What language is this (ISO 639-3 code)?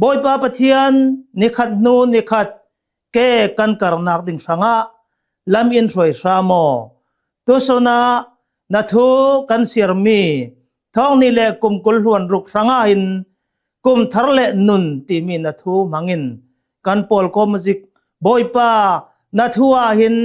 cnh